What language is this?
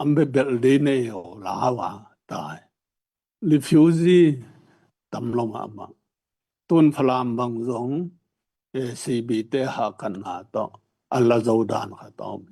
Tedim Chin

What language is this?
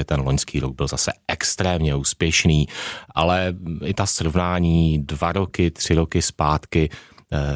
Czech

